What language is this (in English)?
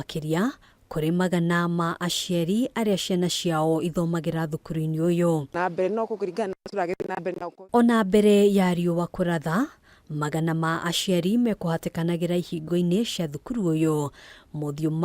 Kikuyu